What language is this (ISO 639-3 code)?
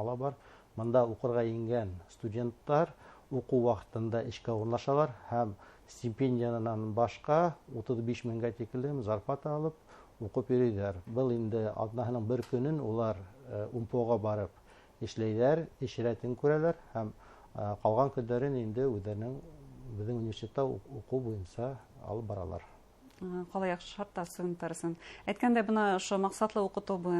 bak